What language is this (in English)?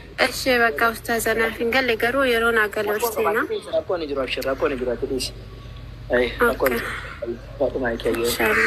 Oromo